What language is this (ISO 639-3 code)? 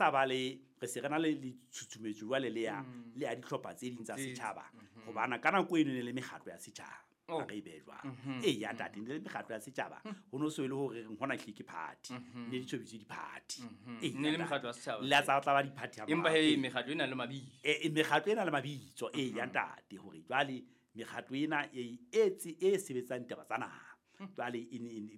sot